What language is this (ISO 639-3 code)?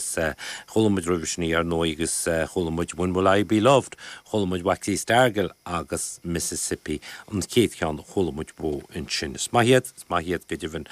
gle